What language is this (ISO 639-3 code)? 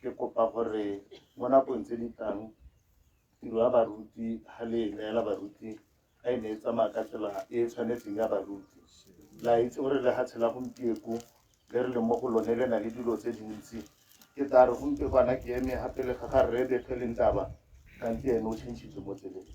tsn